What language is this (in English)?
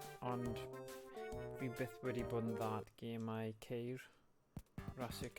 Welsh